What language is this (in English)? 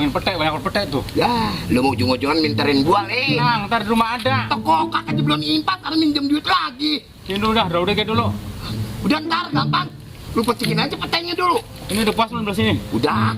Betawi